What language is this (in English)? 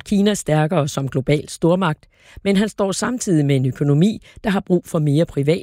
Danish